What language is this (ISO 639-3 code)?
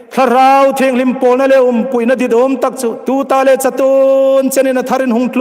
hmr